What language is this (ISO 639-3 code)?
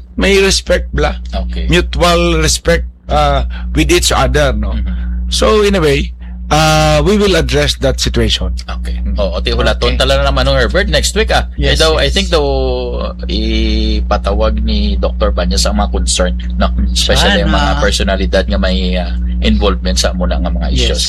hil